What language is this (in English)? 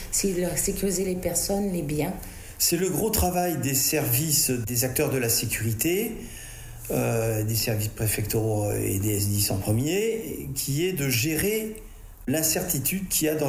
French